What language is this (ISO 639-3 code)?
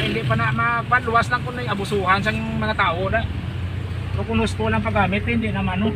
hil